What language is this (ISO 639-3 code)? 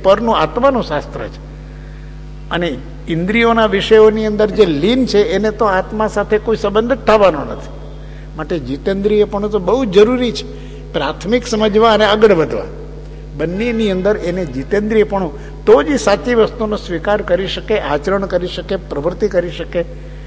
guj